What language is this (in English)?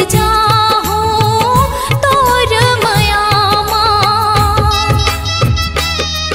Chhattisgarhi